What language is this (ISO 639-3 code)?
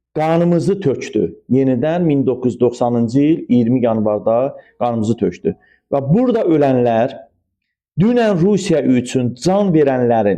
aze